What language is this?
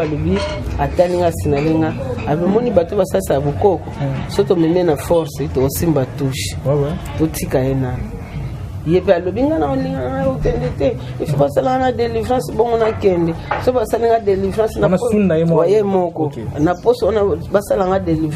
Lingala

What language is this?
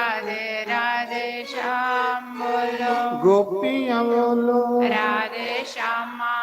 Dogri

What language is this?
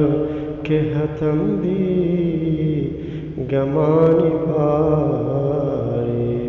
Eastern Balochi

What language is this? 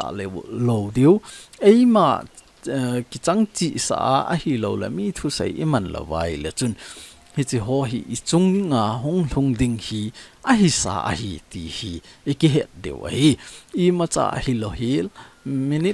Thado Chin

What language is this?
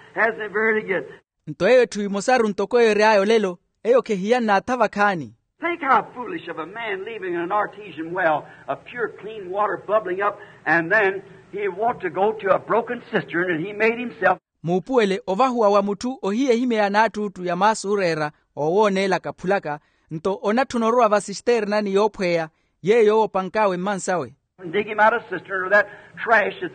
Makhuwa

